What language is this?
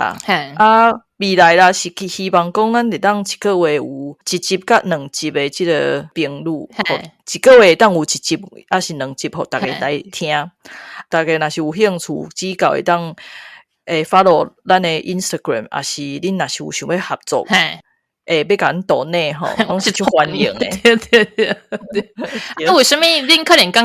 Min Nan Chinese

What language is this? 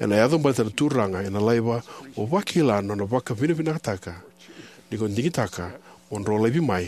Fijian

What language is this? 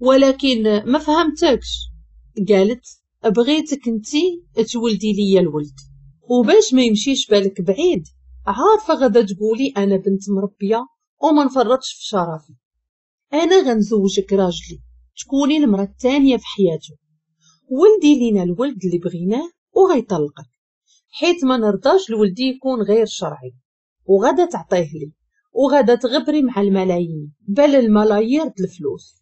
Moroccan Arabic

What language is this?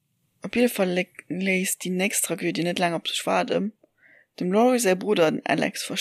Luxembourgish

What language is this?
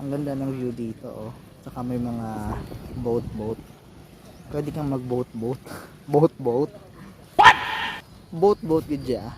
Hiligaynon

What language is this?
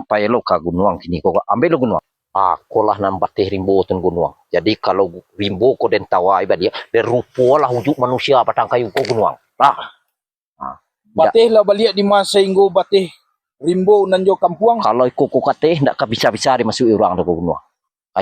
Minangkabau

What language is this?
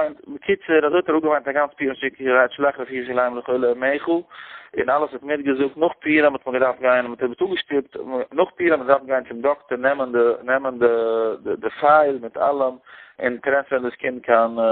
Yiddish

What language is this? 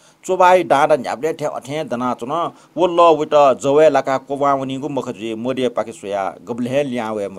Newari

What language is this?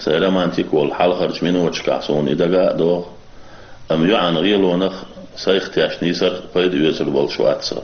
Chechen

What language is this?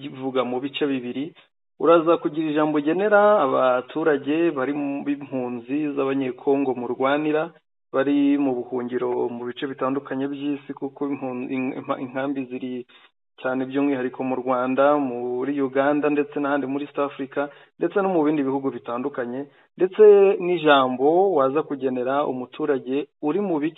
Kinyarwanda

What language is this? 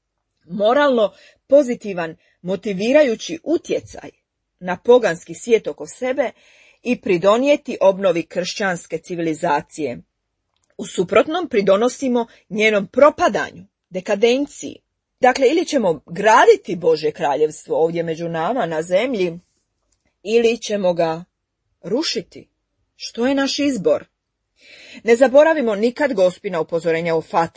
Croatian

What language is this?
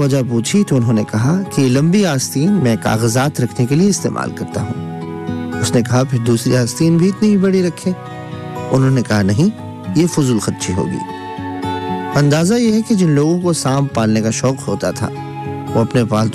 Urdu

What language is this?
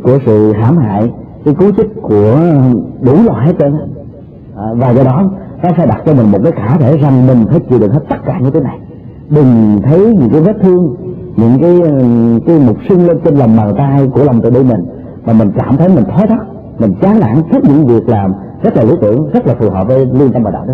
Vietnamese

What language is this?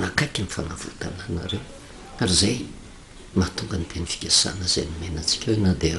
Malagasy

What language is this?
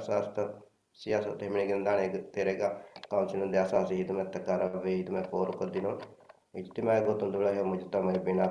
Divehi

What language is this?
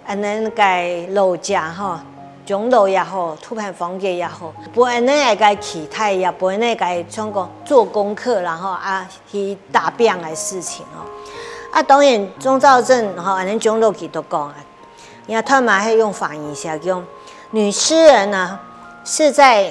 Hakka Chinese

